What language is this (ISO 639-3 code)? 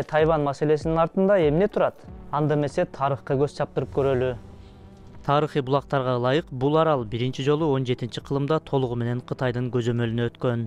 kir